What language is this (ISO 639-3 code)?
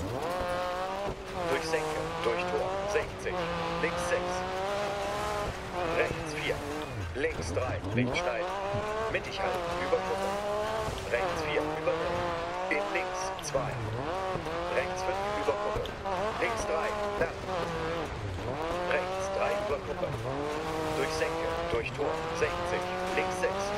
deu